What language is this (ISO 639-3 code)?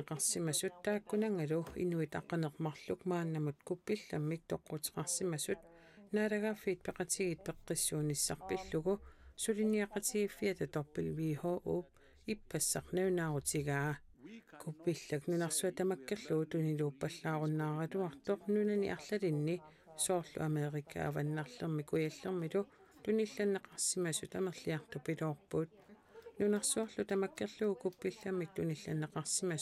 kal